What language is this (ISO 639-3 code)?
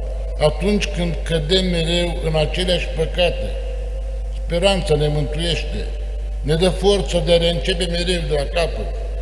ron